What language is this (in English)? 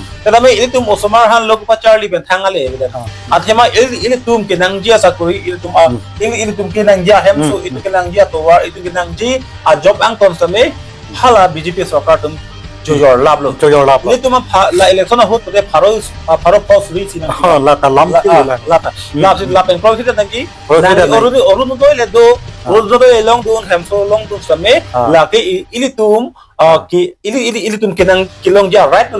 Karbi